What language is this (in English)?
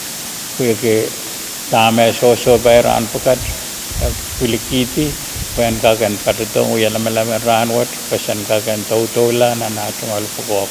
Pohnpeian